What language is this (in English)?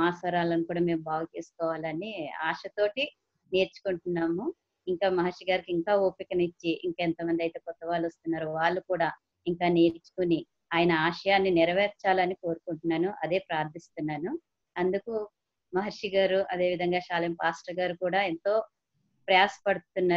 Telugu